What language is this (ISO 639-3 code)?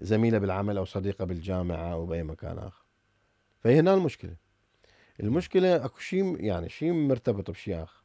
acm